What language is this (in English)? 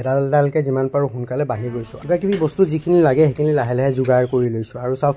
Assamese